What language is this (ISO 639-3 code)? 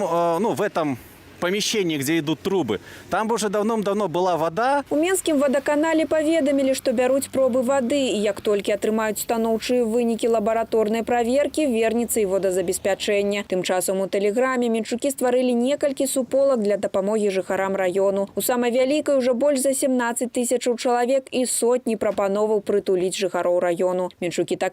bel